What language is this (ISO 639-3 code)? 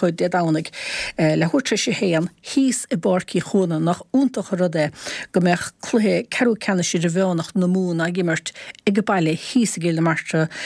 gle